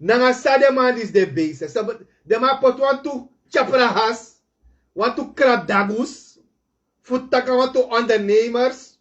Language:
Sranan Tongo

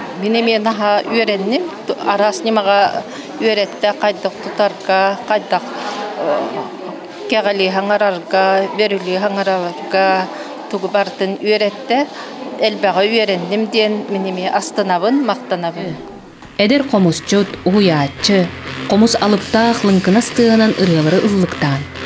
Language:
Yakut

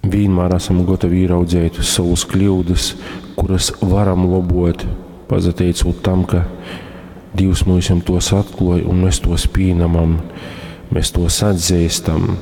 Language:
Latgalian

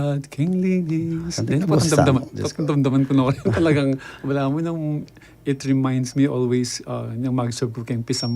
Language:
Pampanga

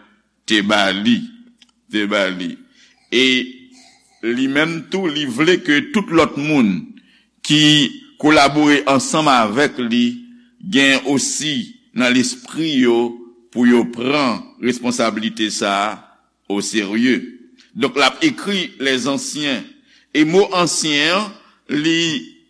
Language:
Haitian Creole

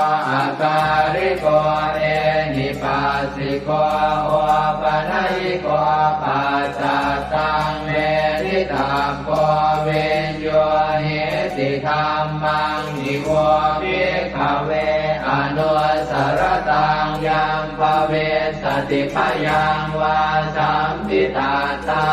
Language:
Pali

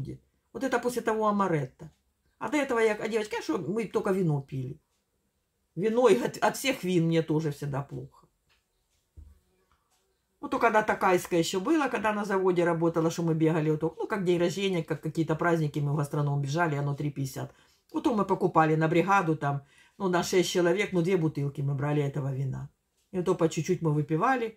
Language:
Russian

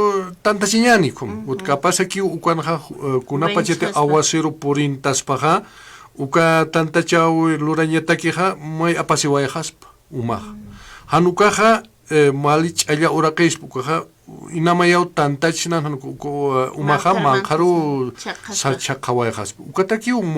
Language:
Aymara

